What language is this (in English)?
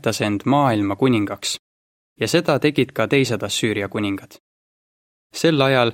Estonian